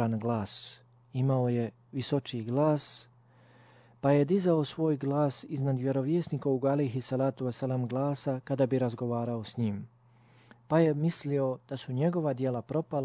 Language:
Bosnian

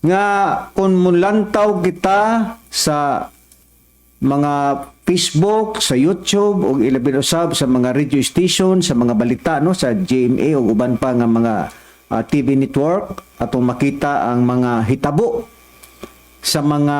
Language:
Cebuano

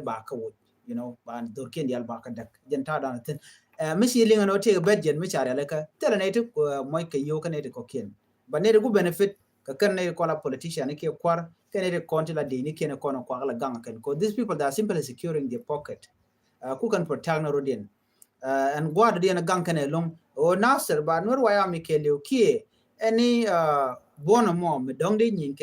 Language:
Nuer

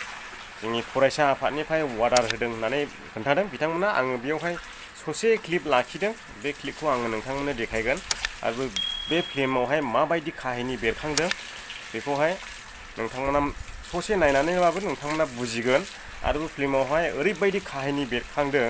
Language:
Bodo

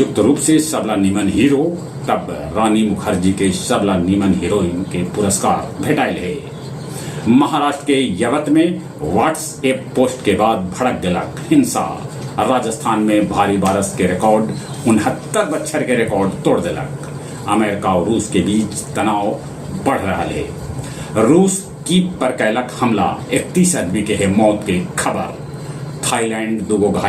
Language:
Magahi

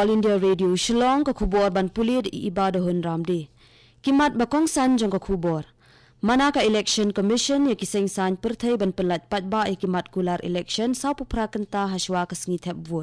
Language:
Khasi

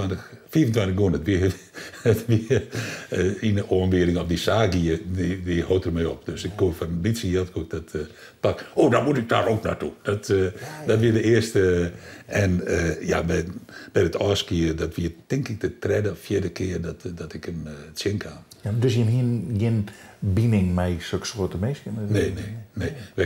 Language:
Western Frisian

